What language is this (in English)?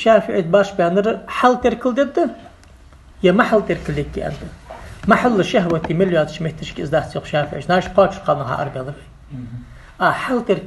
Ingush